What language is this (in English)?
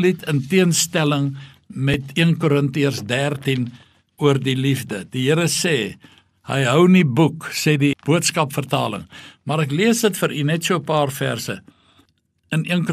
Afrikaans